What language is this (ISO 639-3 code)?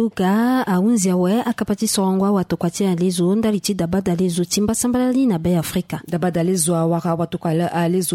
sag